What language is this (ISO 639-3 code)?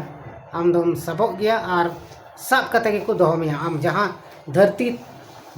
sat